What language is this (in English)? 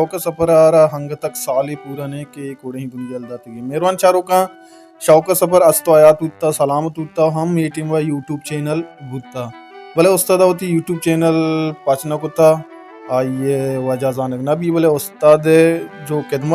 Baluchi